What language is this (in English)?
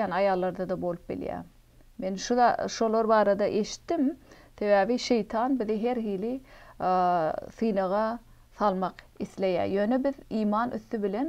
Turkmen